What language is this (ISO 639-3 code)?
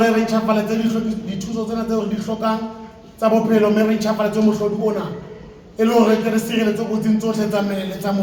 sot